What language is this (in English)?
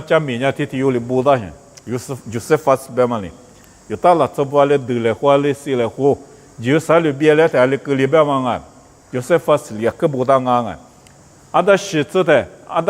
Lisu